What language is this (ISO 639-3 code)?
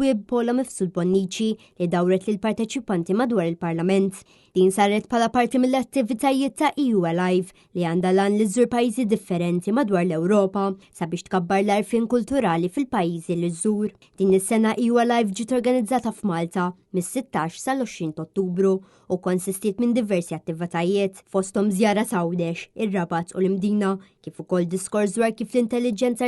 mlt